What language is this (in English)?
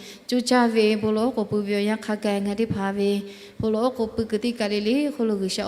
Lahu